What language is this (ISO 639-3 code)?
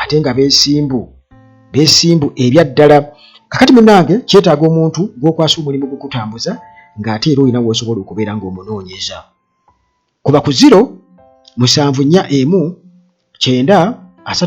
lug